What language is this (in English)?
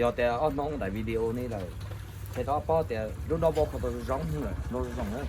Hmong